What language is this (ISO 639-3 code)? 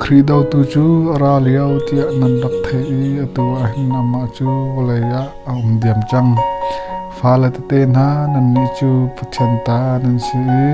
cnh